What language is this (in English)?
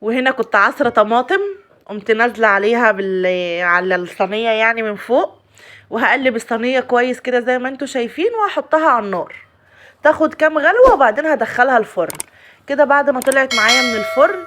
Egyptian Arabic